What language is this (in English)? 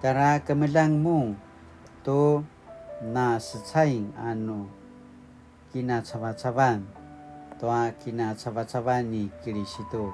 Paiwan